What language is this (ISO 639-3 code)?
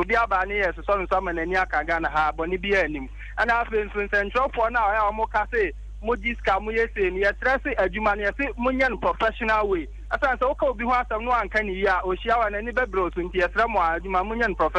aka